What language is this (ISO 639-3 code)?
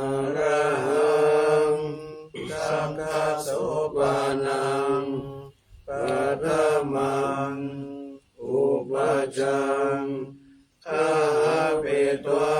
pli